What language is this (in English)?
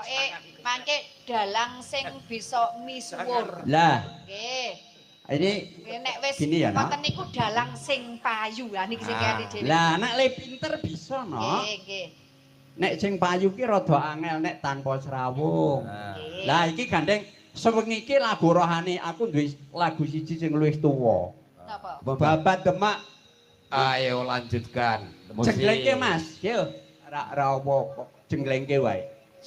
Javanese